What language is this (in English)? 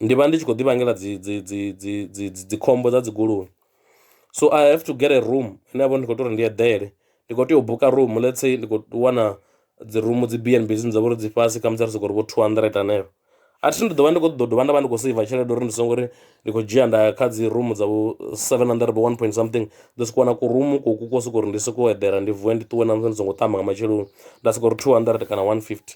Venda